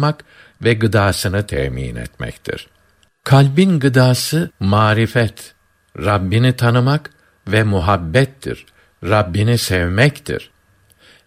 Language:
Turkish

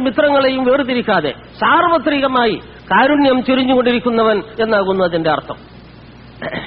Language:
Malayalam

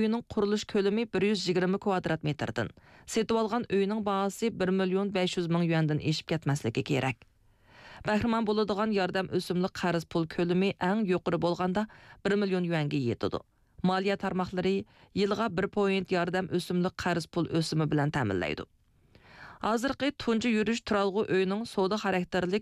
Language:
Uyghur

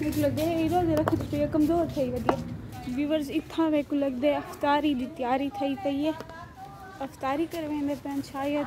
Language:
Saraiki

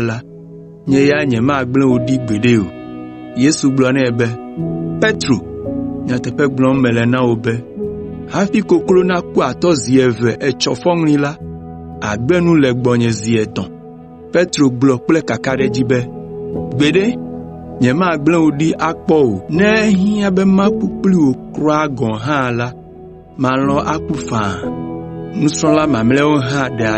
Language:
Ewe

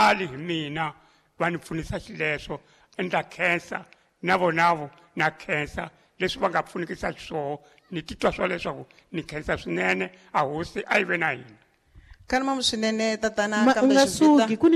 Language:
Tsonga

